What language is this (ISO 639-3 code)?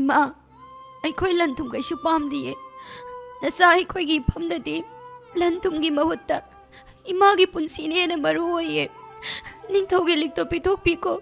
mni